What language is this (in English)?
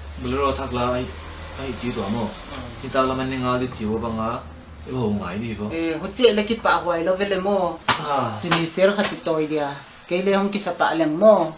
Tedim Chin